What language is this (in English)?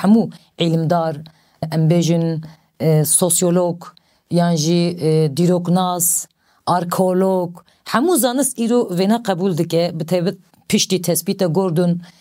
Kurdish